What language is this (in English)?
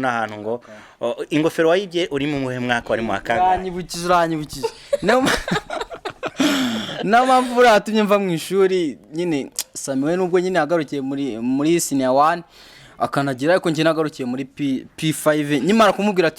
Kinyarwanda